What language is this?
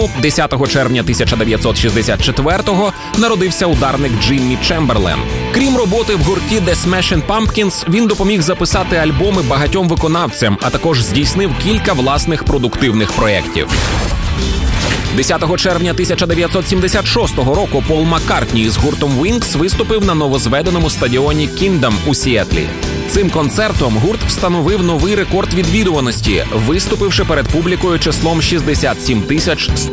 Ukrainian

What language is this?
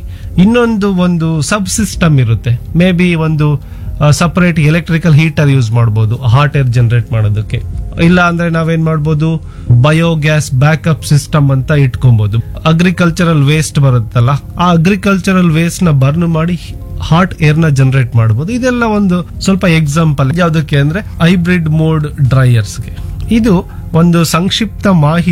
Kannada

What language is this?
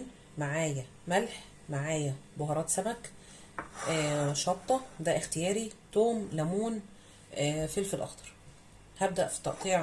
Egyptian Arabic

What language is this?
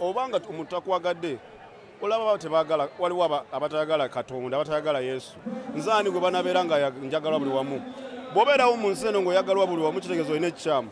Ganda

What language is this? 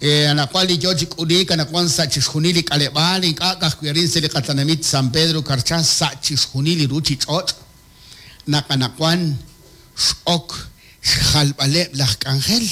Kekchí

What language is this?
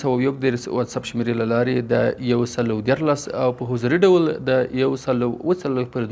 Pashto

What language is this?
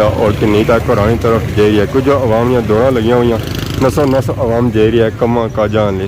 Pahari-Potwari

